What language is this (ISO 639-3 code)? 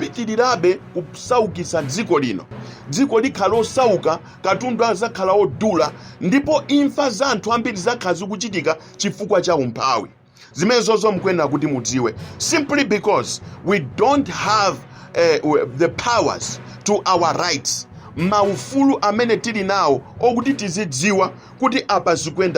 nya